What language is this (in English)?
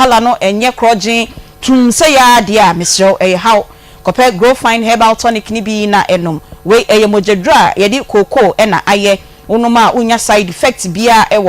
Akan